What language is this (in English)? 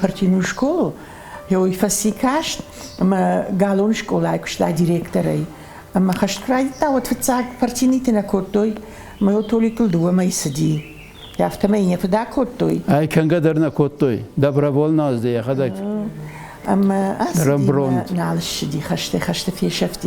Ossetic